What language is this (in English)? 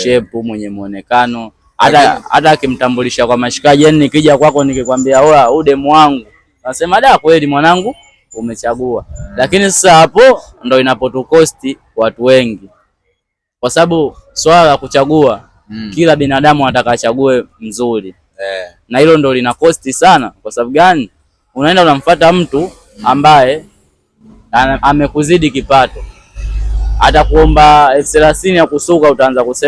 Swahili